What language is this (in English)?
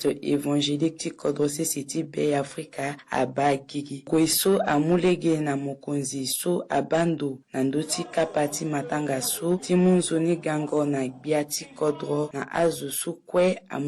Sango